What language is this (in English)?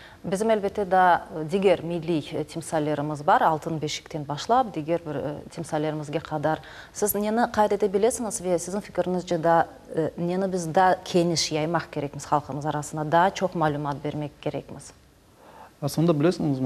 Crimean Tatar